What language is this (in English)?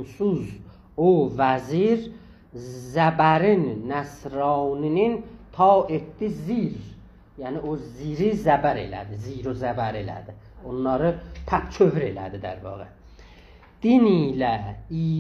South Azerbaijani